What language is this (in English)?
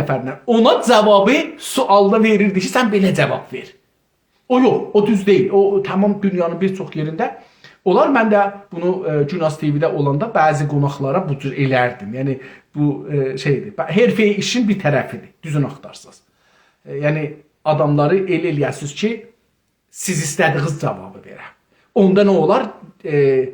South Azerbaijani